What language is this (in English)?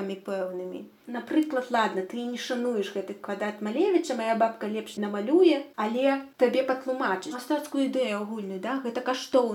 Belarusian